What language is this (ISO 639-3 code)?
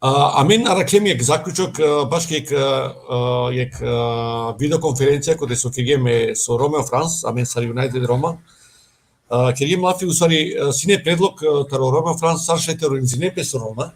rmn